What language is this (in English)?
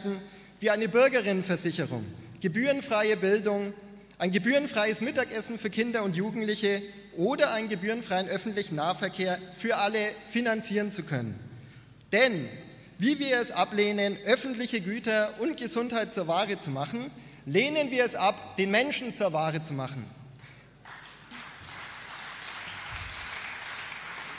German